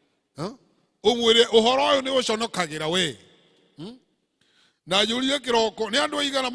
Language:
Kikuyu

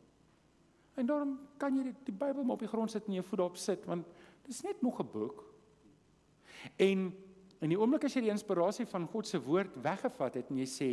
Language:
Afrikaans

